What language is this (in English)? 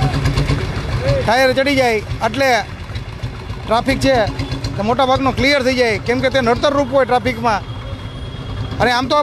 Gujarati